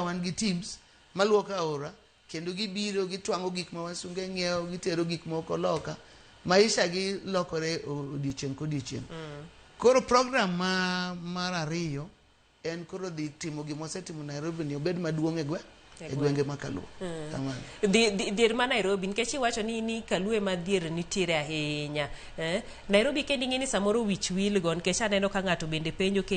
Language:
Luo (Kenya and Tanzania)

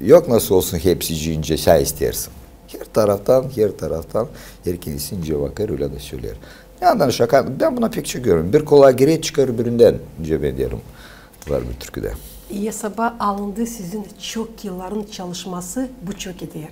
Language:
Gagauz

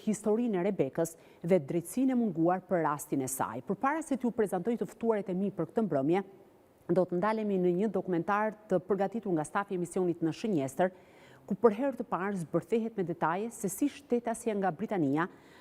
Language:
Albanian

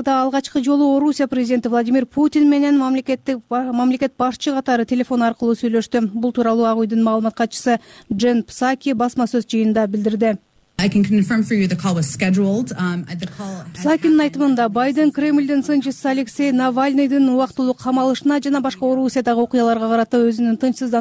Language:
Kyrgyz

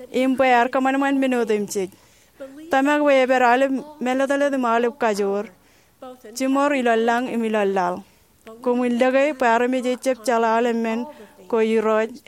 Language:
Marshallese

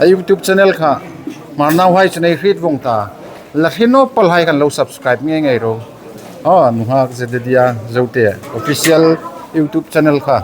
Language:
Hmar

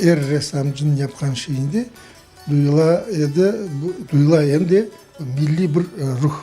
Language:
Crimean Tatar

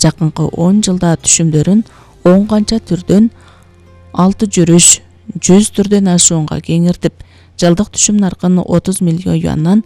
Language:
Kyrgyz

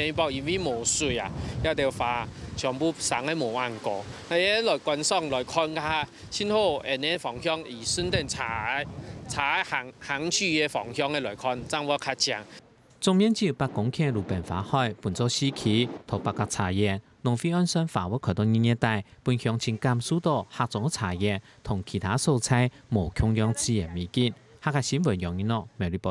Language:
Hakka Chinese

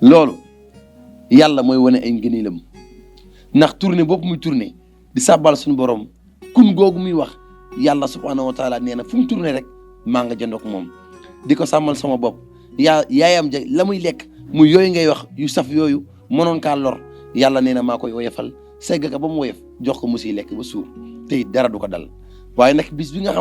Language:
Wolof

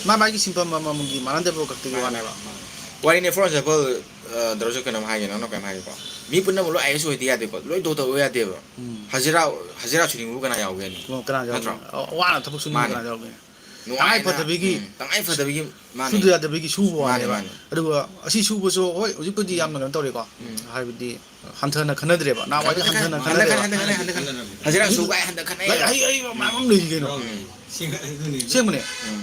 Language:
Manipuri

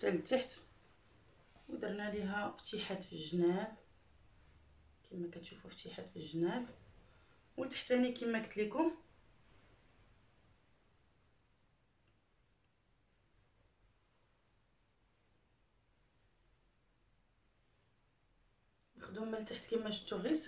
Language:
Moroccan Arabic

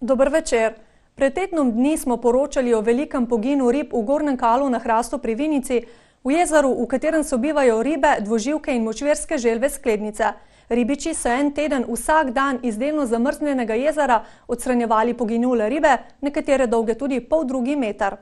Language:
Slovenian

